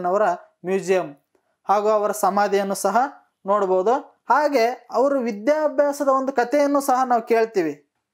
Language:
Kannada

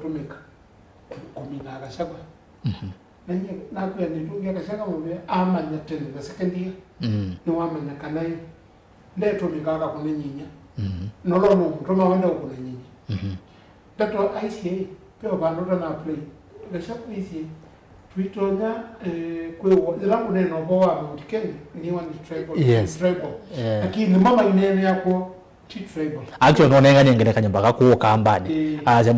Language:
Kamba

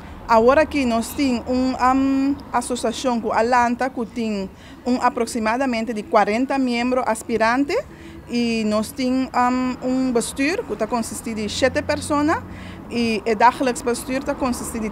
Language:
Papiamento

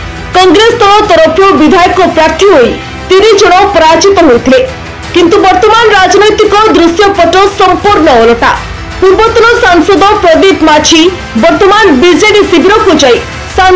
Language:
Odia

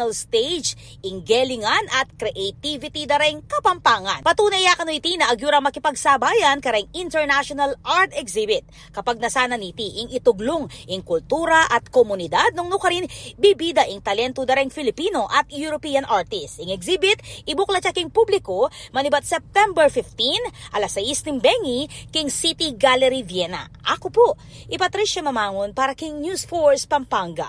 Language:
Pampanga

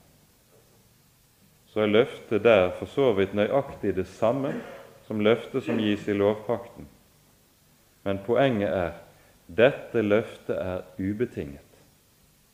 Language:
Norwegian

